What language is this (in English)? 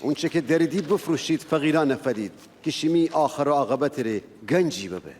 Gilaki